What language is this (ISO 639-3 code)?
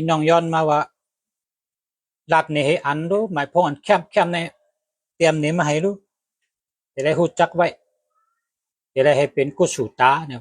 shn